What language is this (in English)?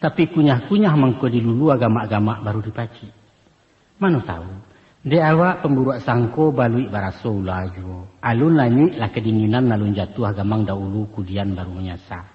Minangkabau